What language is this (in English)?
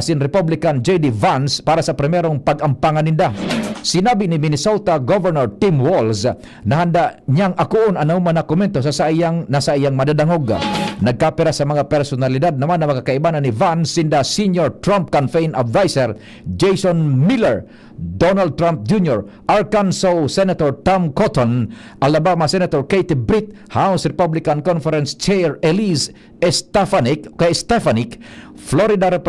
Bikol